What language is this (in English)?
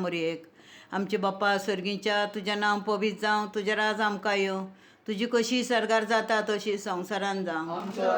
Konkani